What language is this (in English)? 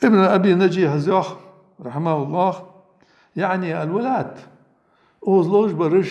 Ingush